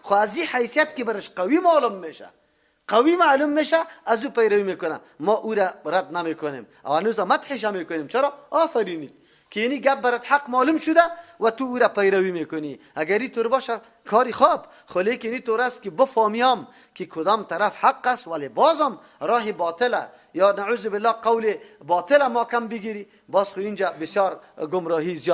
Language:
Persian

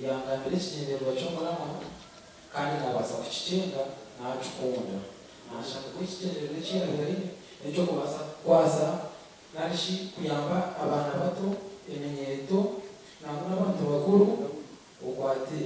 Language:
Nyankole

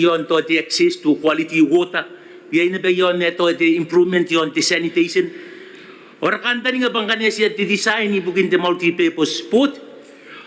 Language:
Gilbertese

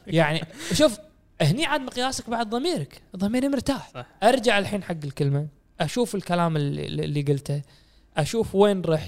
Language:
Gulf Arabic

